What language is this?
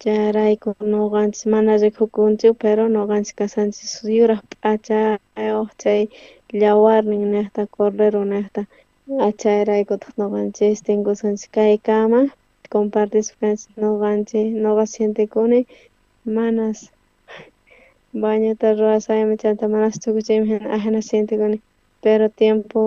South Bolivian Quechua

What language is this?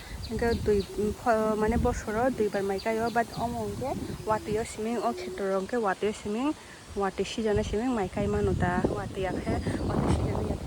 Kok Borok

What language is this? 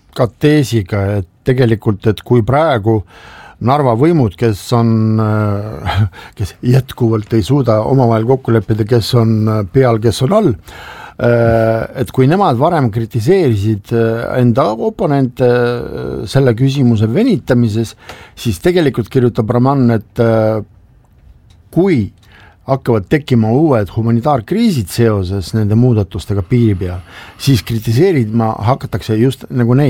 Estonian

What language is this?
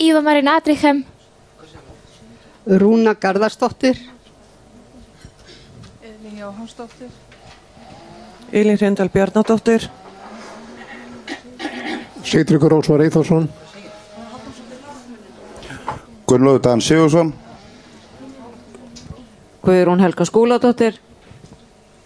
Icelandic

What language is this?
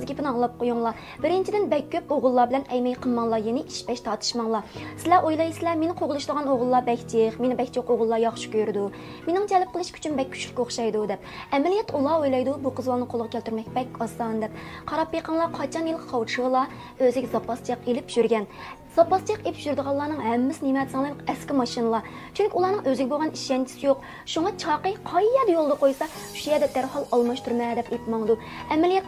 Uyghur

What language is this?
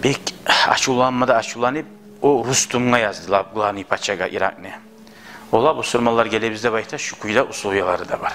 Kumyk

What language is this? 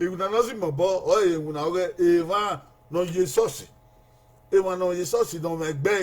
Bini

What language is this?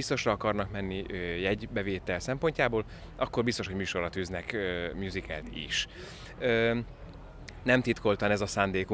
Hungarian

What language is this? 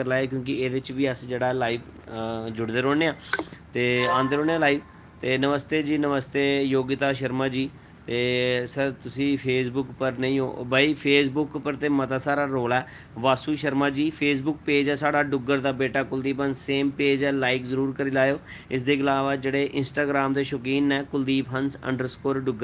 Dogri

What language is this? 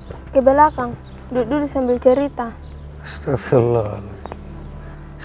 Makassar Malay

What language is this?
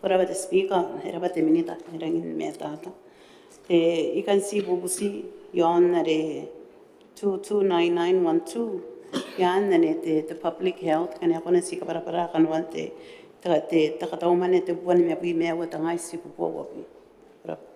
Gilbertese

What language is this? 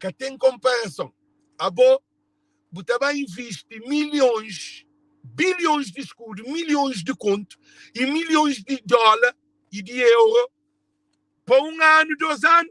Kabuverdianu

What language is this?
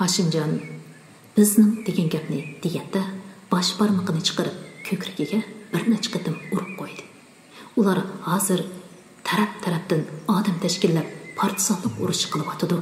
Uyghur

